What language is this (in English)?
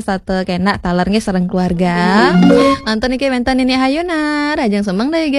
Balinese